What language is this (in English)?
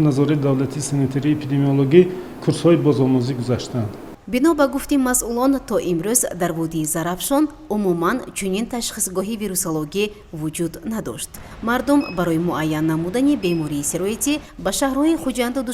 Tajik